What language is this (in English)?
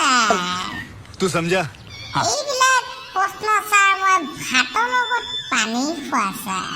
Assamese